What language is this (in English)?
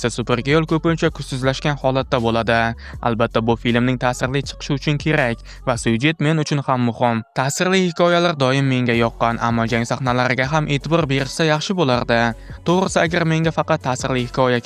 Uzbek